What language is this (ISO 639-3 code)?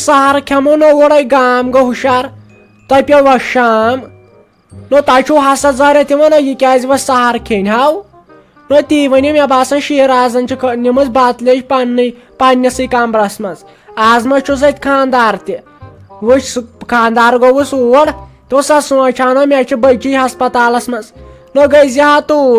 kas